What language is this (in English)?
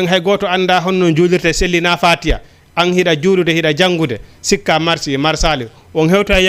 Fula